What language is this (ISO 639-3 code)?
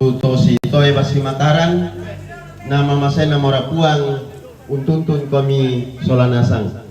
sda